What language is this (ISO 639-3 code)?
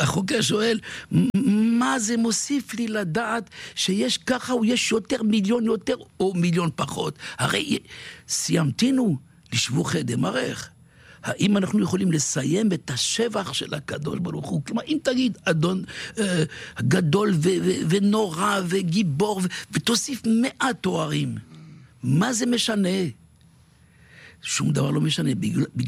heb